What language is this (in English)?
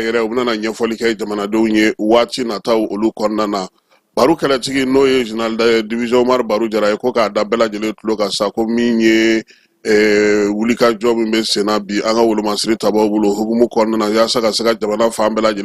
Bambara